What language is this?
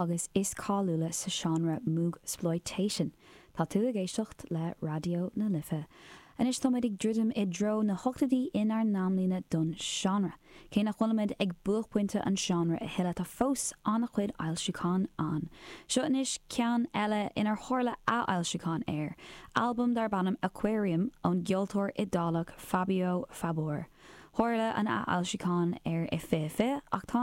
Irish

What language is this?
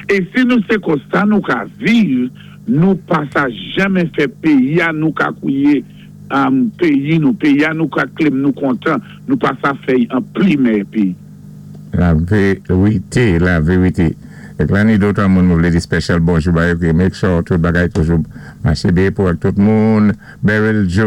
Saint Lucian Creole French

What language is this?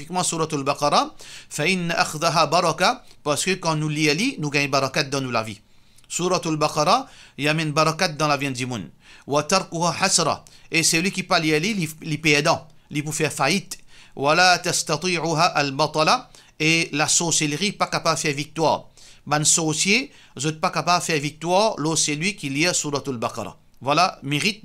Morisyen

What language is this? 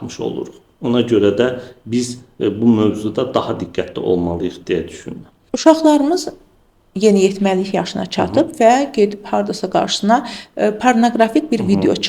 Azerbaijani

